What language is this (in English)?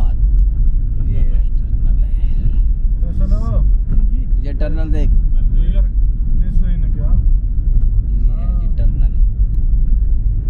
Hindi